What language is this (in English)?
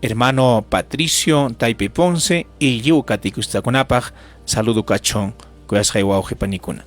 Ayacucho Quechua